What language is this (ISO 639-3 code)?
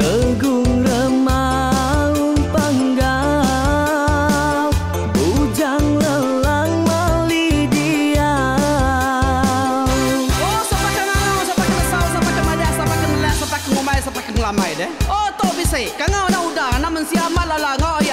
iba